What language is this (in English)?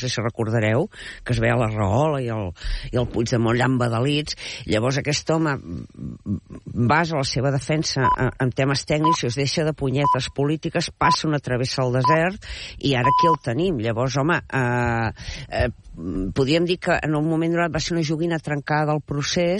Catalan